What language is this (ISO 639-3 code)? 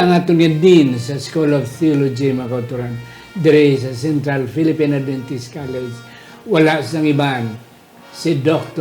hil